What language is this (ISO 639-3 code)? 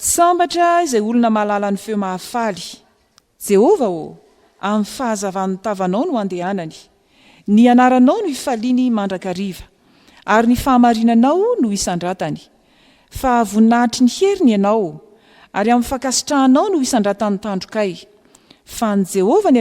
mlg